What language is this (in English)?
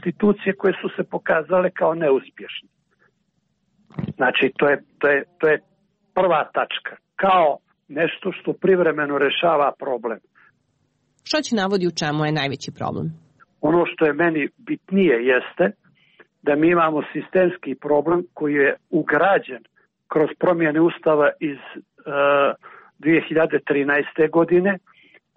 Serbian